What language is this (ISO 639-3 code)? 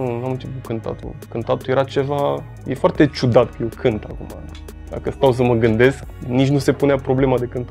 ron